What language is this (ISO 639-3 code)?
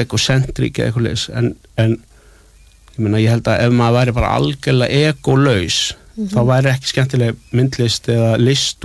isl